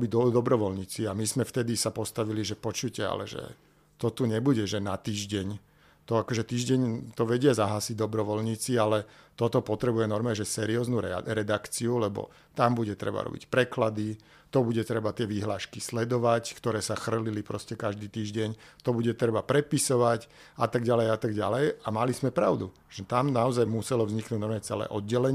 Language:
Slovak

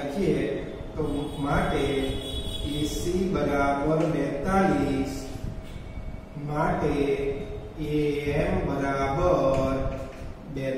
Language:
Gujarati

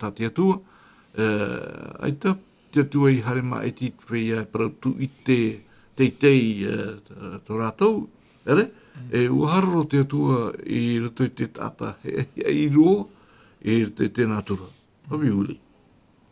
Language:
Tahitian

